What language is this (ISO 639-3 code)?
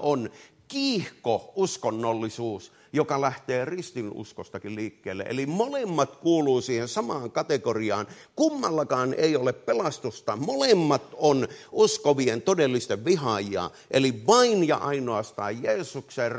fin